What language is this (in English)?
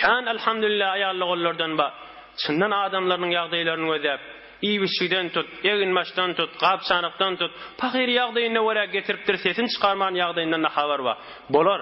Turkmen